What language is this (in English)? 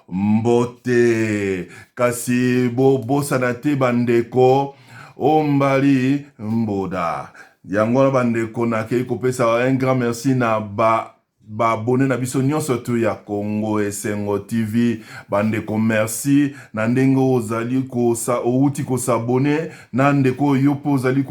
Lingala